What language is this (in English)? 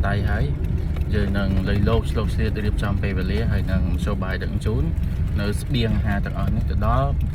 Khmer